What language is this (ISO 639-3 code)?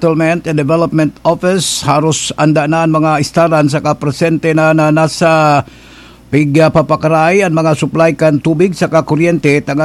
bik